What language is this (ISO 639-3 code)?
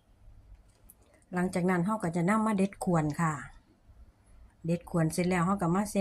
lao